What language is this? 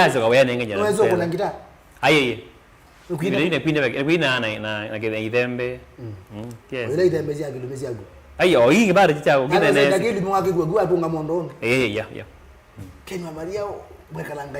Kamba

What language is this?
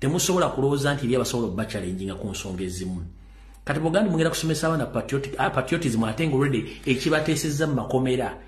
Ganda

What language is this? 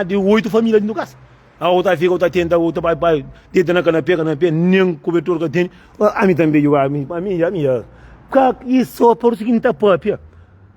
Kabuverdianu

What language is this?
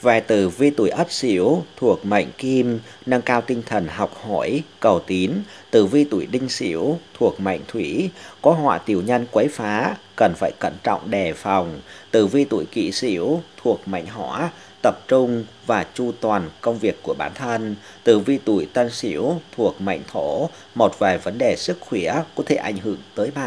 Vietnamese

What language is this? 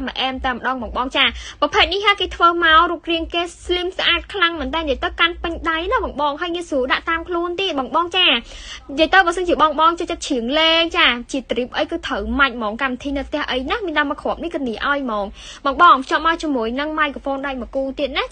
Khmer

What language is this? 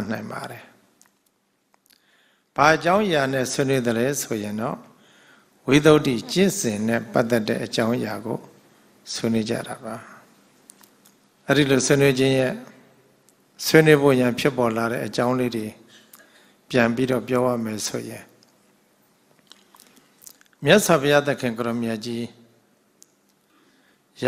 Burmese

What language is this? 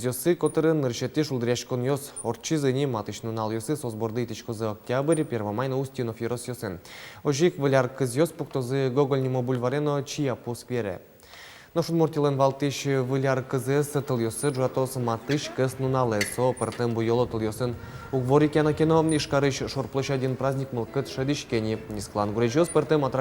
Udmurt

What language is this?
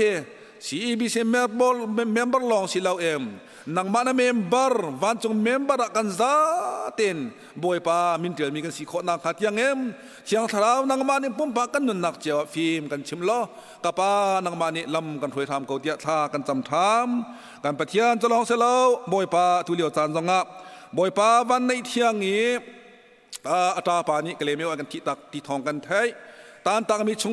Hakha Chin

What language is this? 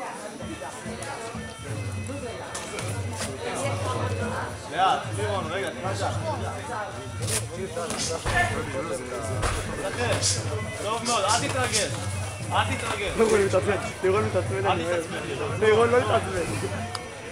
Hebrew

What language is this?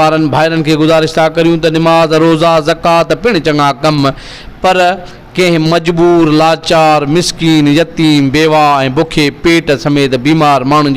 Sindhi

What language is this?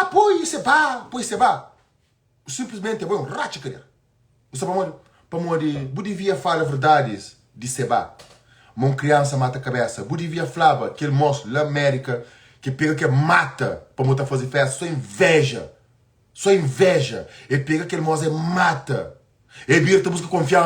Kabuverdianu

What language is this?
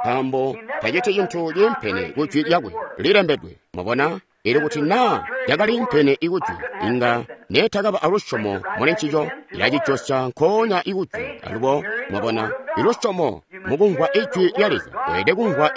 Tonga (Zambia)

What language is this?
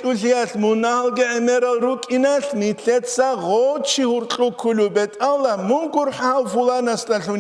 Avaric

